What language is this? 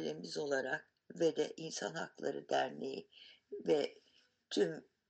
Kurdish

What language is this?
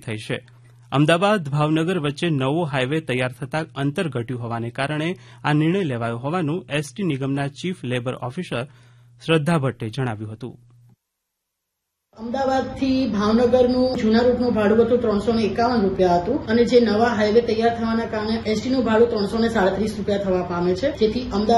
Gujarati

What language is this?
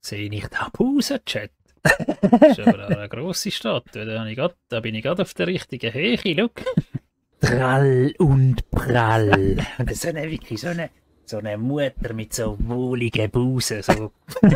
Swiss German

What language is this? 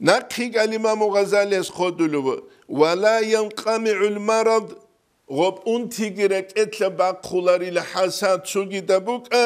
Avaric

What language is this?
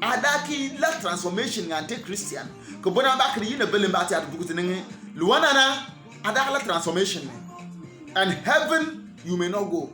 Bimoba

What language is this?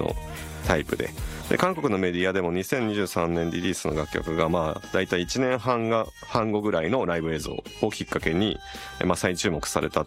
Japanese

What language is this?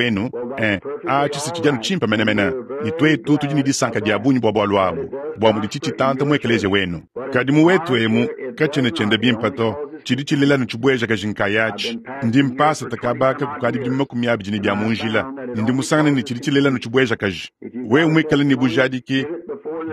Luba-Lulua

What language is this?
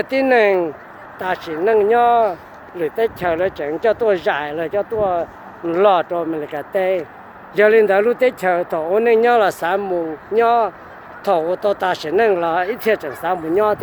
Hmong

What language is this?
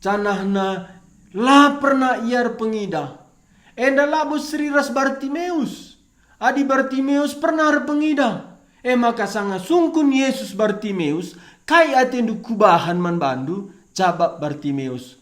Batak Karo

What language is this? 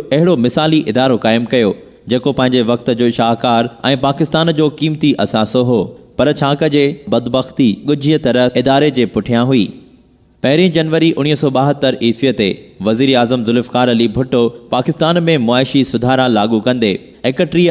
Sindhi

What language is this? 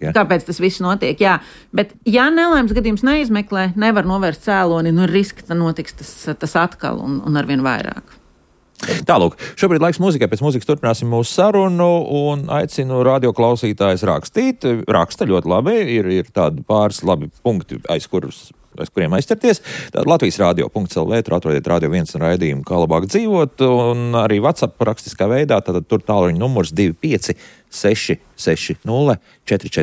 Latvian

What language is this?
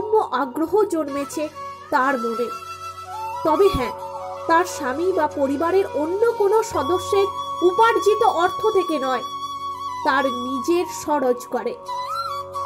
Bangla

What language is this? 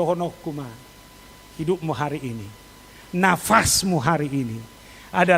Batak Toba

